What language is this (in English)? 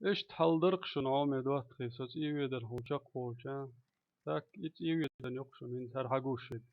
Chechen